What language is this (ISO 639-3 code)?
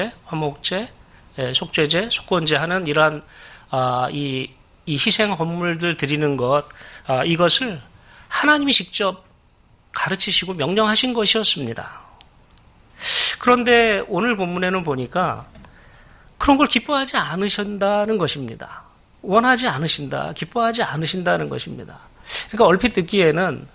kor